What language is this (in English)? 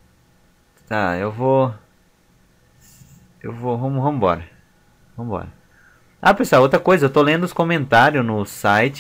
Portuguese